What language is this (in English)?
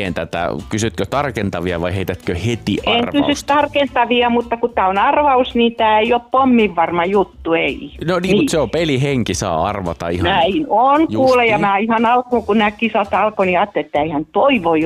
Finnish